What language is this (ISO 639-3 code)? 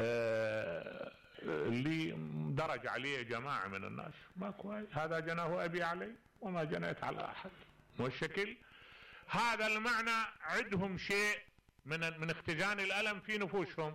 acm